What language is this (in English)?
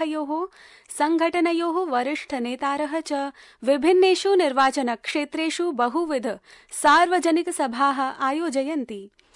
Sanskrit